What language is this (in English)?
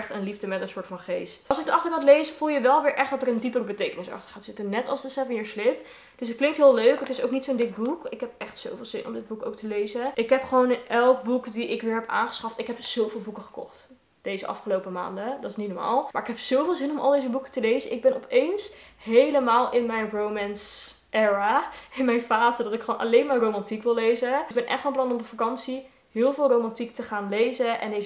Dutch